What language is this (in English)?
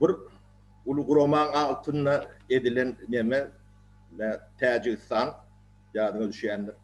Turkmen